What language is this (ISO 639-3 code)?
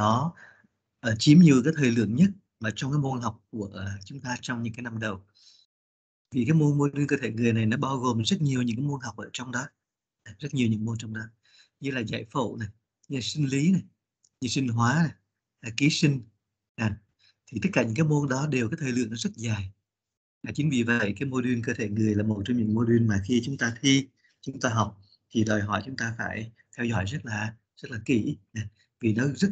vie